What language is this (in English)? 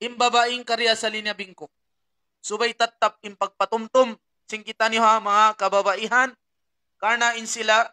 Tausug